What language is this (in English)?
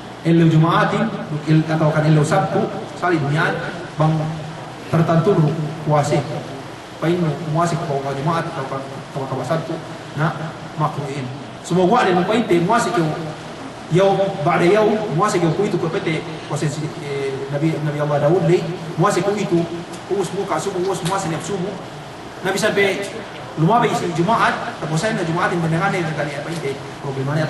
Yakan